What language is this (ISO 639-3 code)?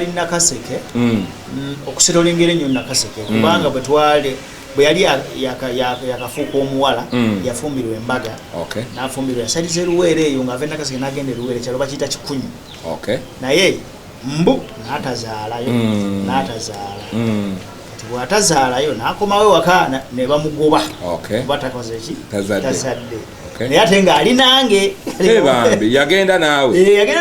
lug